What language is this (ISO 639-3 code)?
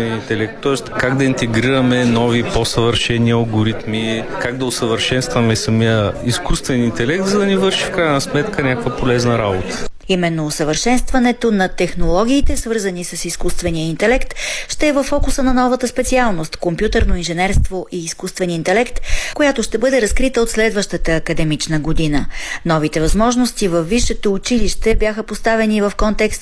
bul